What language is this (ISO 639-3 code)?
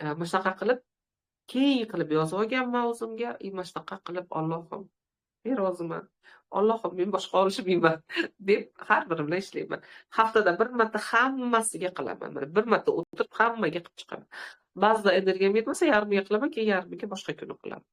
uzb